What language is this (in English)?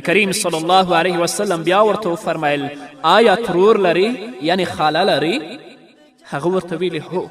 Pashto